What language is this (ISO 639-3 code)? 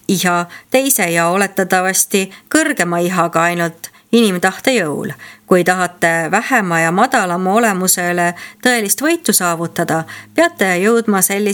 est